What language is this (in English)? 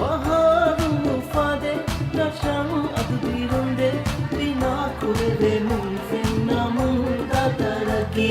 Divehi